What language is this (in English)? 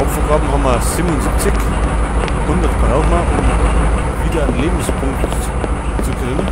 Bavarian